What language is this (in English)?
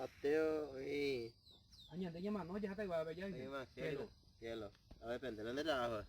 Guarani